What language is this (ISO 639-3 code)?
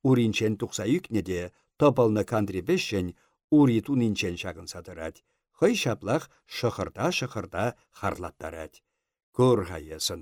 chv